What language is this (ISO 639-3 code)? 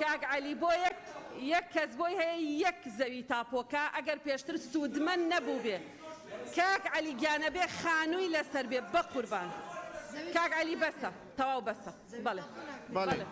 ckb